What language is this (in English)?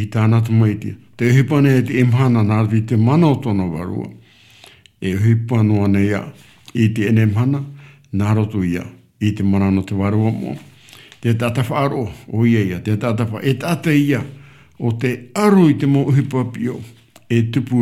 Tahitian